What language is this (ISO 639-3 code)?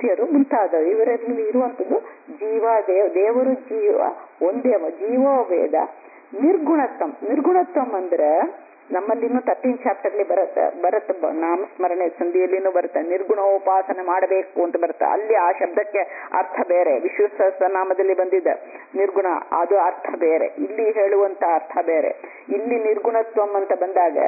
kan